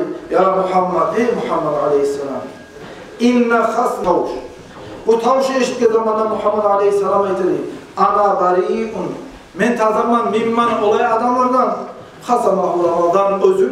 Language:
Kumyk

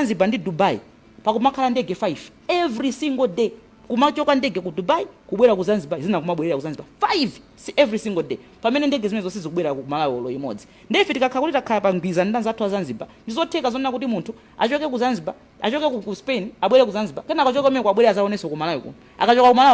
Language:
Nyanja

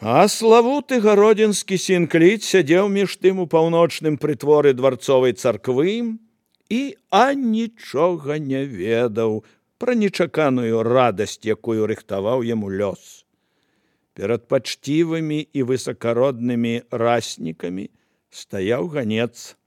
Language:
Belarusian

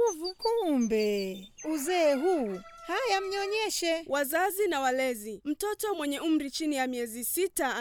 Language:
Swahili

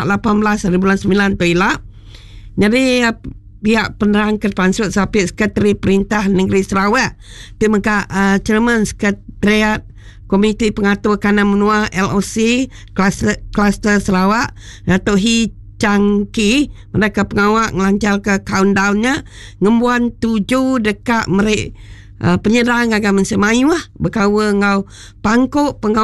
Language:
Iban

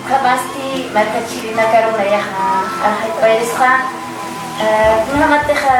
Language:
Aymara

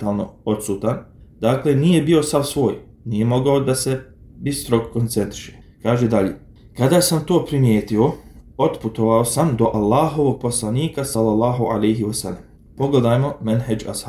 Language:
Bosnian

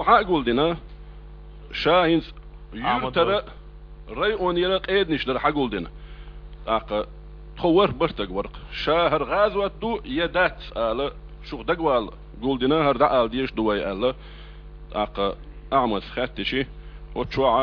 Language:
Chechen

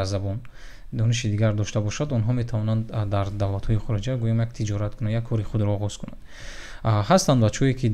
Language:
Tajik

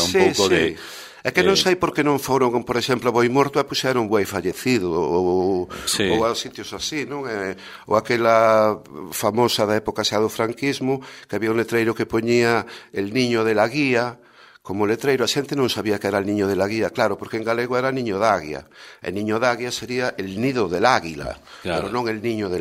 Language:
Galician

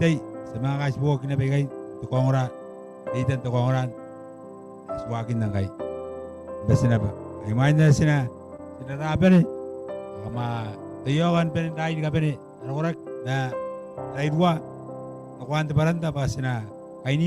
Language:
Gilbertese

